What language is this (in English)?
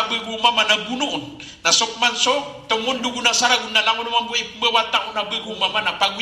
Maranao